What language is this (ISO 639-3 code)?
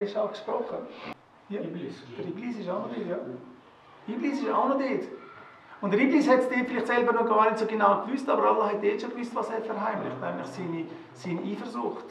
gsw